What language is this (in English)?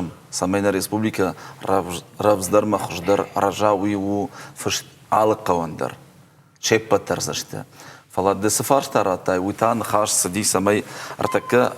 Ossetic